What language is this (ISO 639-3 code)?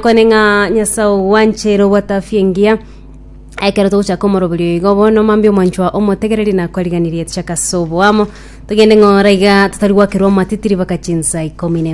guz